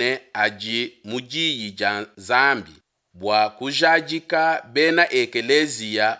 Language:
Luba-Lulua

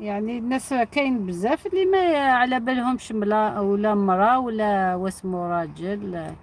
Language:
Algerian Arabic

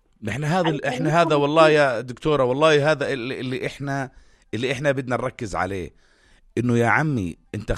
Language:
North Levantine Arabic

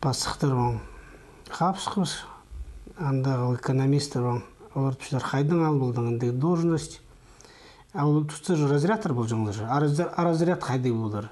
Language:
Khakas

